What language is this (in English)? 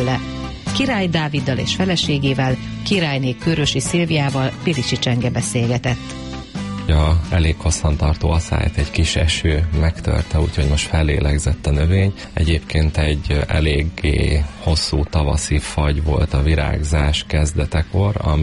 Hungarian